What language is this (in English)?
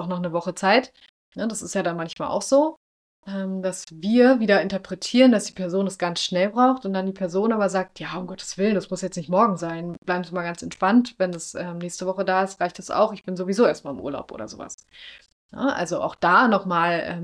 German